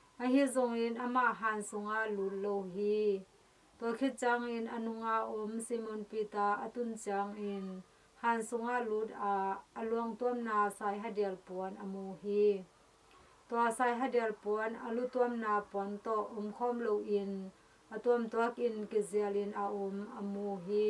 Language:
Tedim Chin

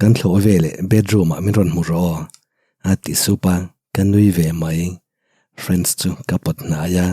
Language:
Mizo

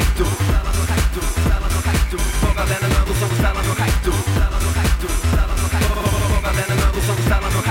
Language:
Norwegian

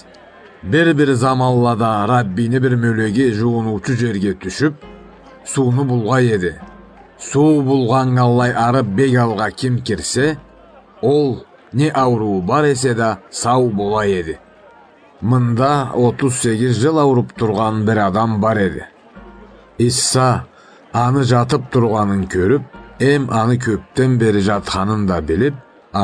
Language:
Karachay-Balkar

